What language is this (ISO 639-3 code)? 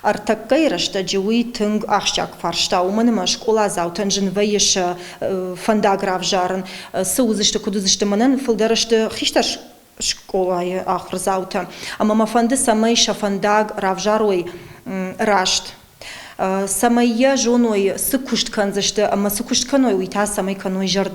oss